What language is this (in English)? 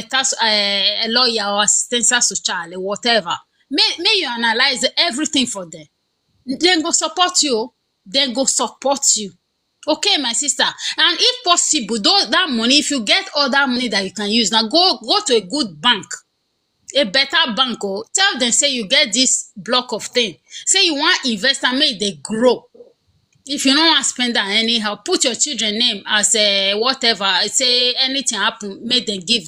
Nigerian Pidgin